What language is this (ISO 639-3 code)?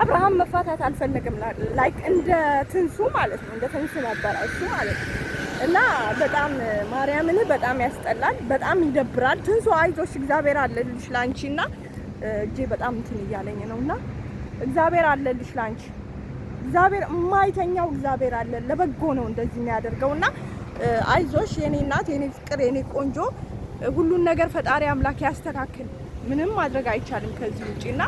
amh